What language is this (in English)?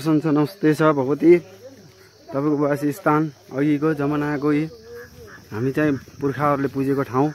Nepali